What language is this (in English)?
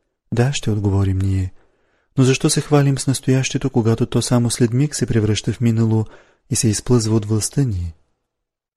Bulgarian